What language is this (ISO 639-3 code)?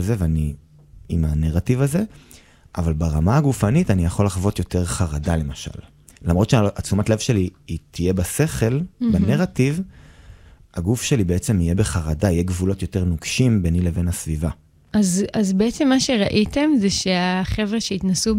heb